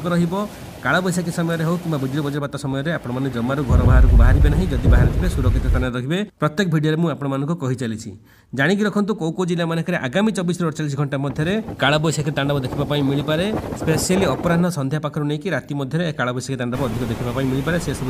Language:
Odia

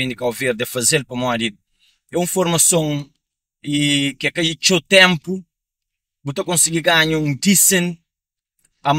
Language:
Kabuverdianu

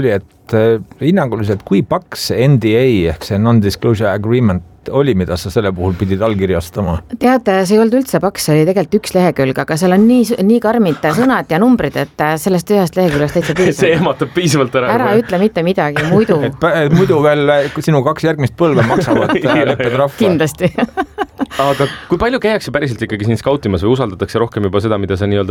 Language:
Estonian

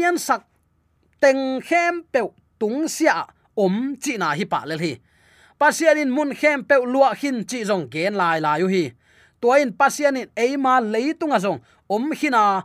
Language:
Tedim Chin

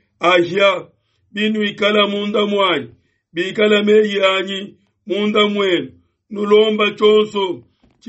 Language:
Luba-Lulua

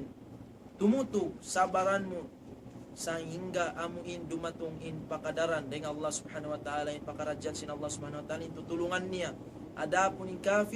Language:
Tausug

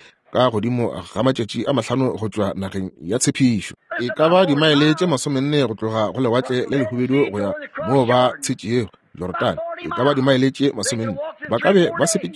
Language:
Northern Sotho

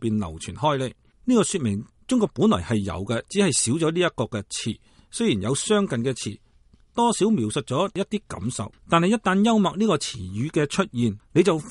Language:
Cantonese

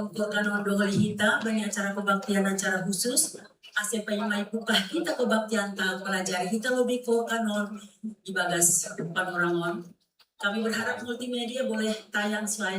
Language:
Batak Simalungun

